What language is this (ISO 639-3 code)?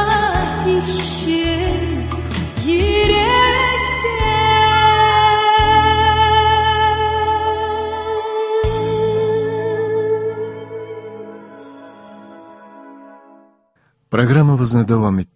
tat